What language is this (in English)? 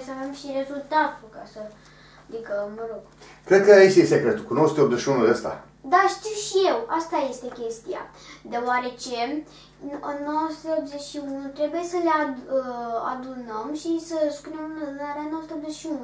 Romanian